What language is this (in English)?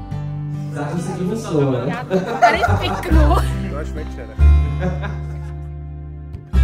Czech